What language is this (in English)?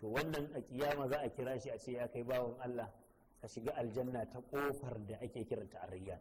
Hausa